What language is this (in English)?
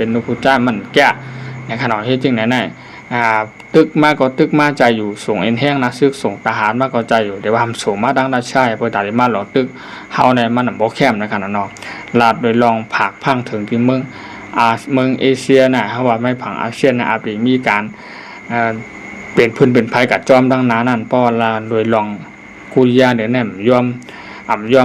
Shan